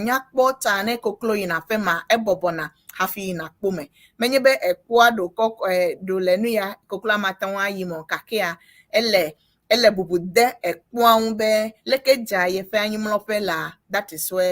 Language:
Ewe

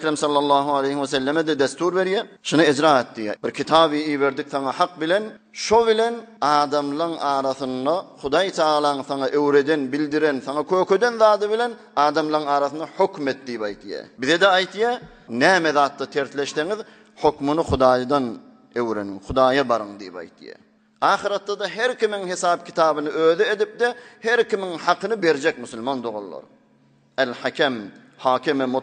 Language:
Turkmen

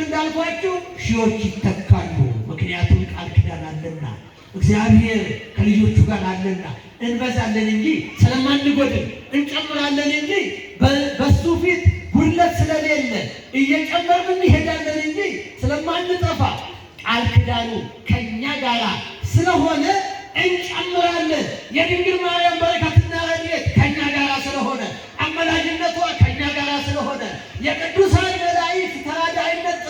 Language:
Amharic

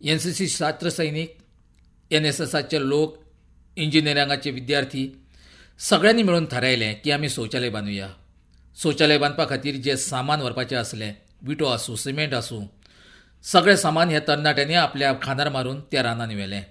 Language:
Konkani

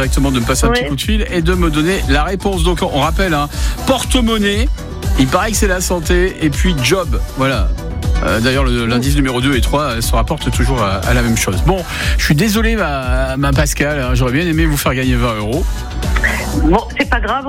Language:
French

